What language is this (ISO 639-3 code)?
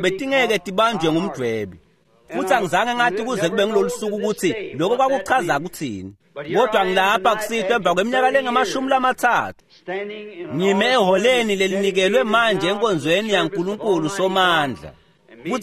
ssw